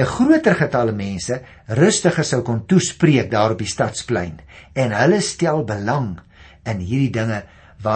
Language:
Afrikaans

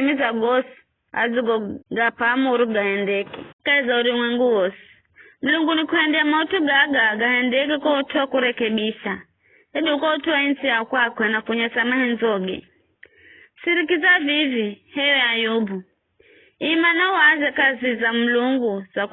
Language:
Giryama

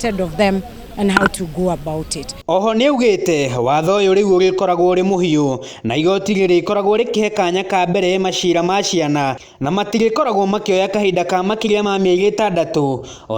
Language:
Kikuyu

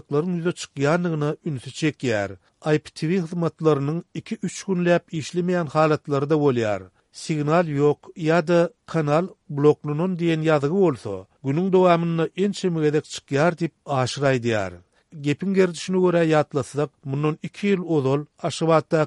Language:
Turkmen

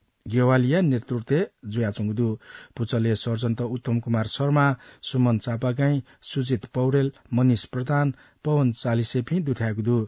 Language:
Newari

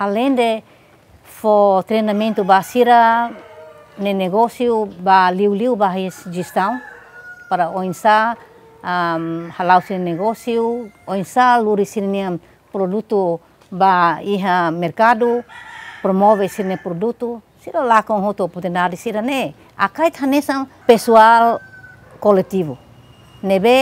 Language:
Tetum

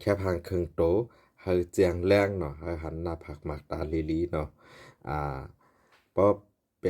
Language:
Shan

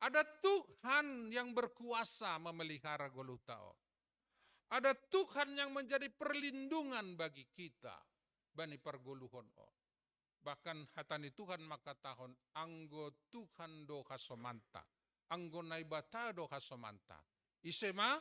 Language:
Batak Simalungun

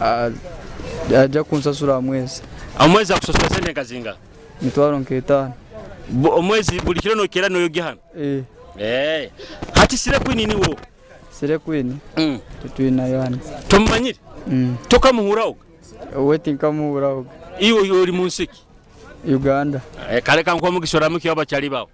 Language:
Nyoro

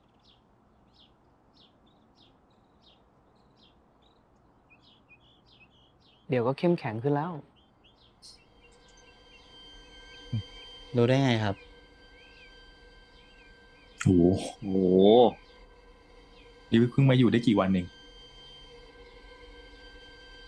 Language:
Thai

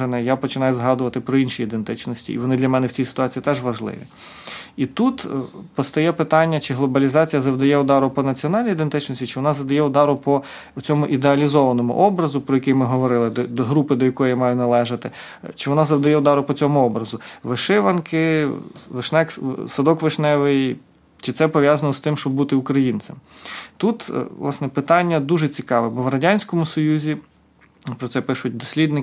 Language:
Ukrainian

